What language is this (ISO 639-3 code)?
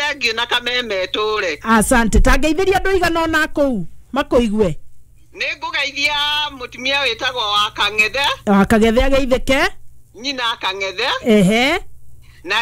kik